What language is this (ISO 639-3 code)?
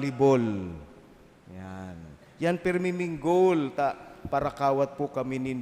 bik